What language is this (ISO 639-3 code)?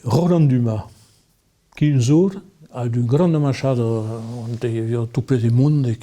oci